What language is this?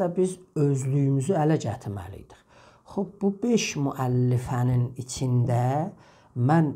South Azerbaijani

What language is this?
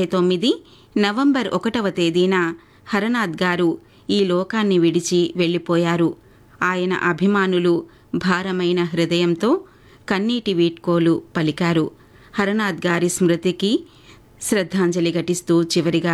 Telugu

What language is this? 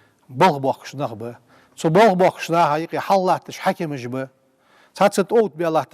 Ingush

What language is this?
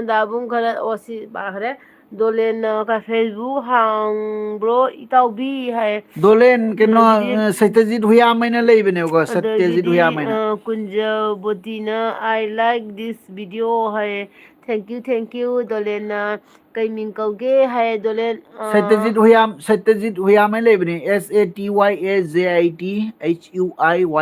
Manipuri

